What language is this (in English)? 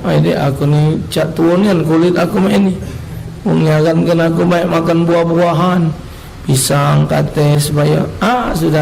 Musi